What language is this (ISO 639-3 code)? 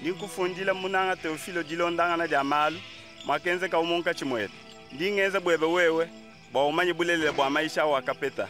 lua